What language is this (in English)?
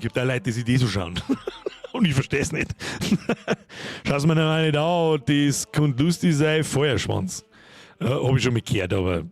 Bavarian